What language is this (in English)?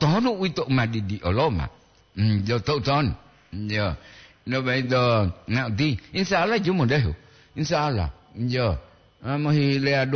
Gorontalo